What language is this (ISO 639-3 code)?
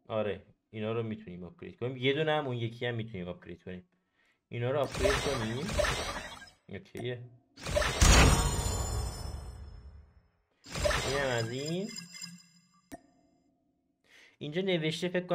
fas